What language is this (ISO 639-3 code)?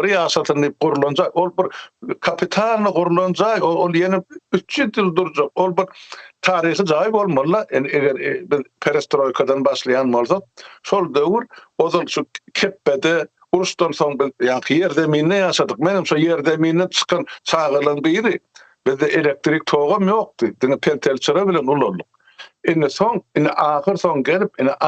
tuk